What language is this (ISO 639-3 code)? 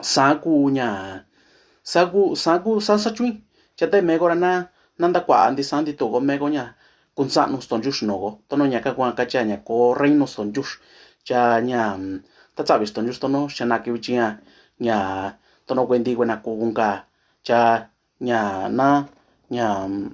mix